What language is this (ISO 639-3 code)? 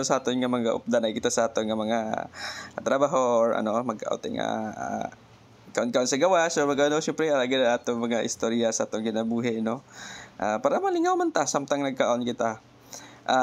hil